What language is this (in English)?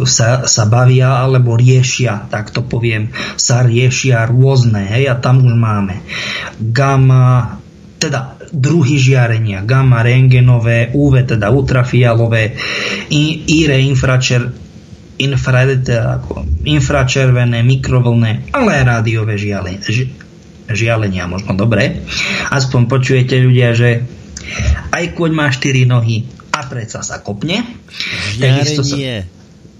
Slovak